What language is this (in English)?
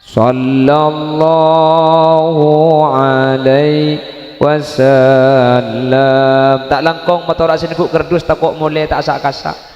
Madurese